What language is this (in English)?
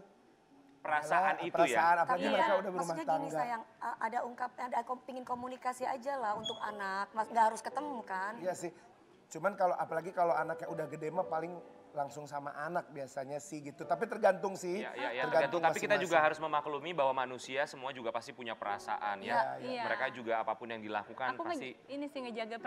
Indonesian